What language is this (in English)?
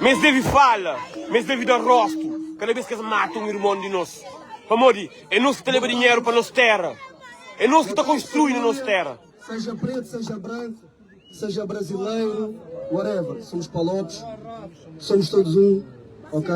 Kabuverdianu